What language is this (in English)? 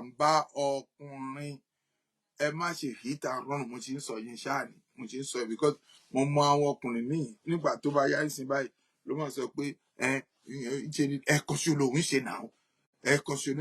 Yoruba